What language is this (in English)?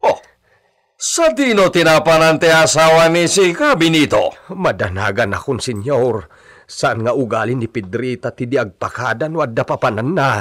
Iloko